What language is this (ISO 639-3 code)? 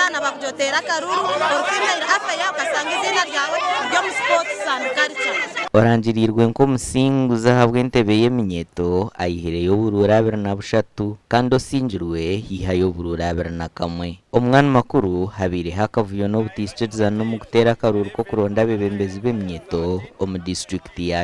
nyn